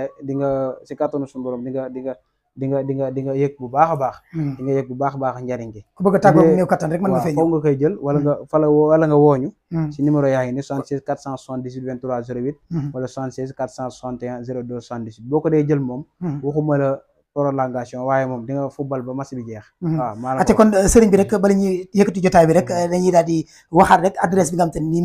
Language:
Wolof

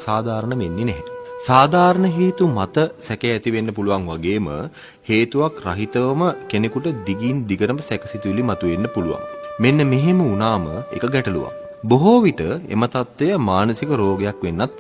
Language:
Sinhala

